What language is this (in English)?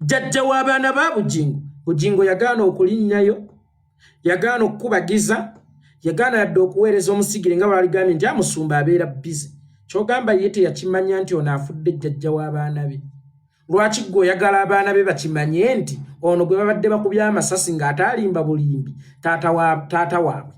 Ganda